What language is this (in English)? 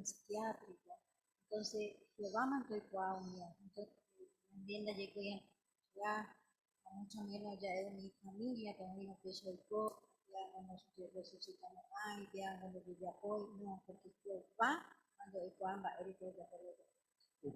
Guarani